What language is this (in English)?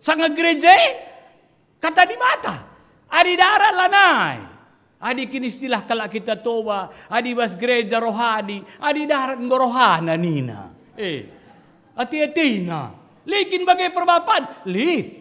Batak Karo